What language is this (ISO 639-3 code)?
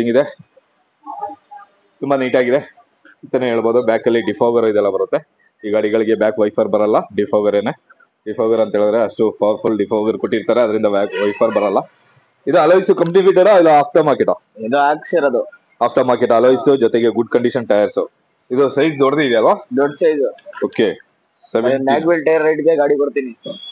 kan